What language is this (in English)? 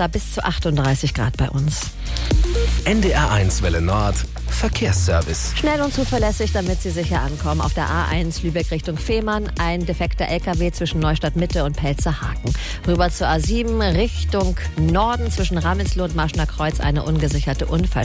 German